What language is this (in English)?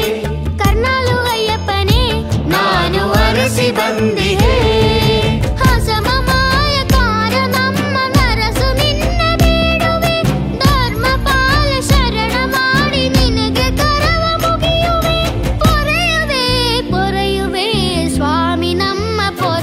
Kannada